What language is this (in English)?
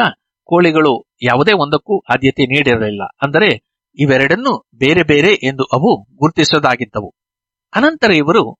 Kannada